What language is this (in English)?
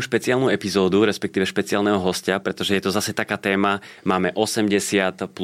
Slovak